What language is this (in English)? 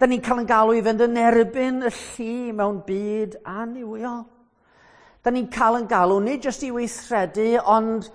Welsh